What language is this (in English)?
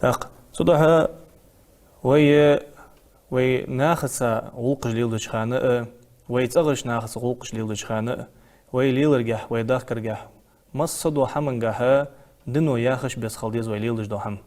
Ingush